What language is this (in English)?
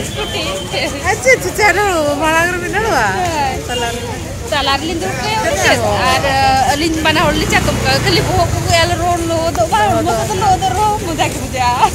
Santali